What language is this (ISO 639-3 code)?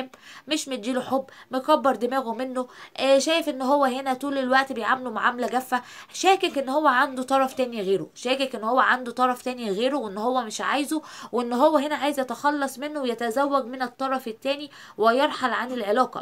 arz